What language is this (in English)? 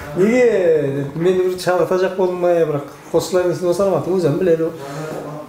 Kara-Kalpak